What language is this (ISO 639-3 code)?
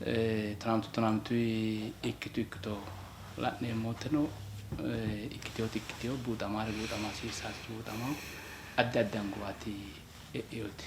sid